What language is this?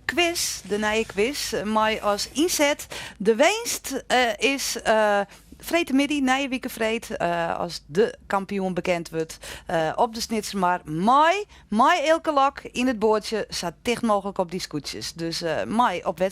Western Frisian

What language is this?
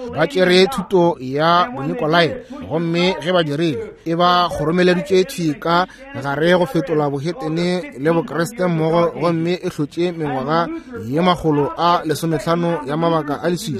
Northern Sotho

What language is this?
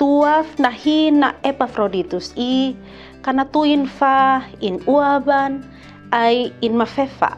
Kupang Malay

